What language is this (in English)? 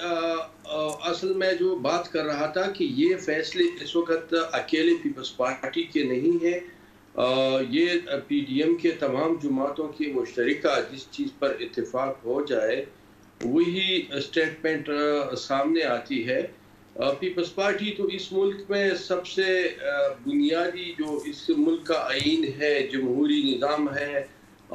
Urdu